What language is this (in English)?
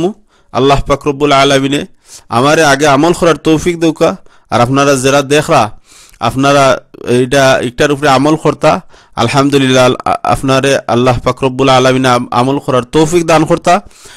Sylheti